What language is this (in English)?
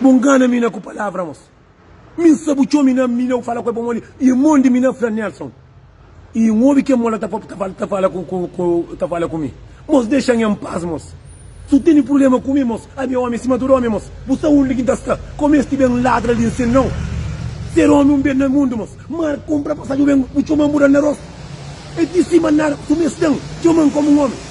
Kabuverdianu